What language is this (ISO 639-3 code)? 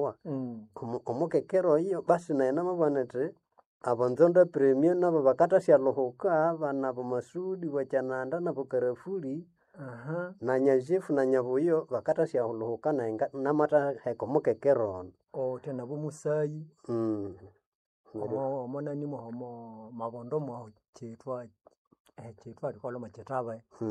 nnb